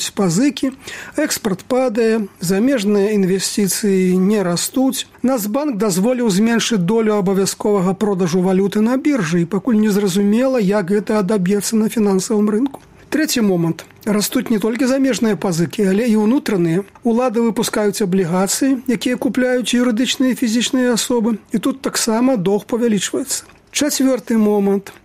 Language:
Belarusian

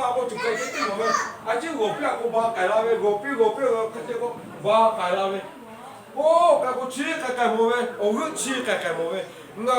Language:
Lahu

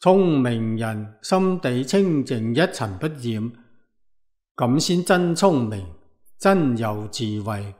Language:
Cantonese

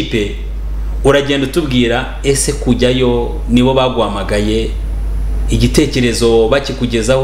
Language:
Kinyarwanda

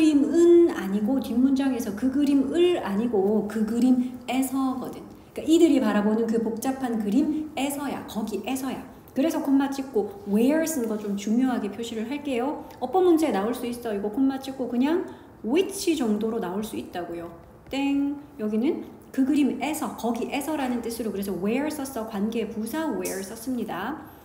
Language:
Korean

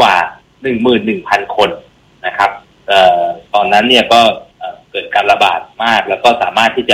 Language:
Thai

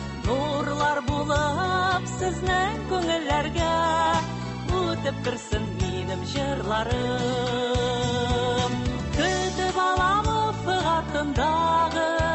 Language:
Tatar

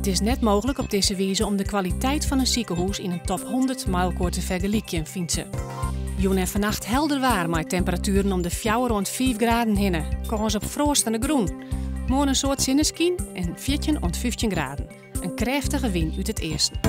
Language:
Western Frisian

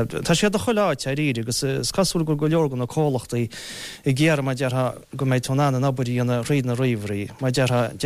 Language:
Irish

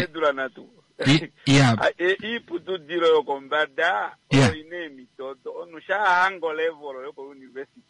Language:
Kuanyama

